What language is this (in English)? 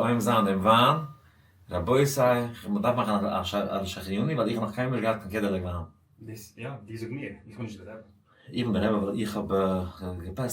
Yiddish